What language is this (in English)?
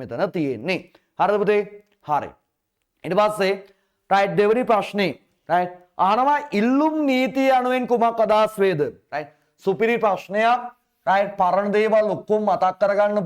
Sinhala